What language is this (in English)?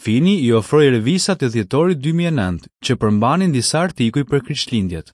Albanian